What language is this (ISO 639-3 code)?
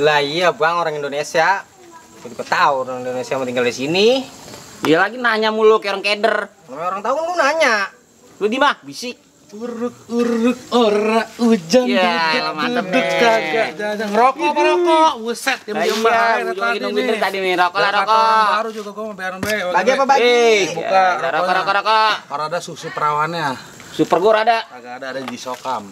bew